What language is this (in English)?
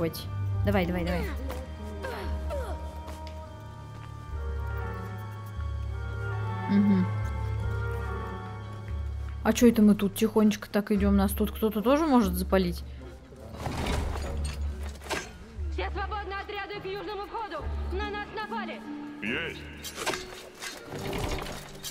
Russian